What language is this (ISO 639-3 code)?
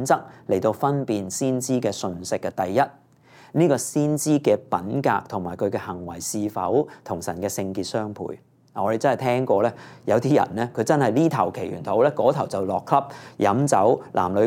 yue